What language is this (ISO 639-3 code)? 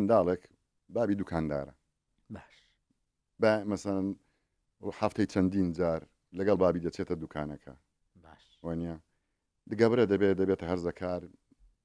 ckb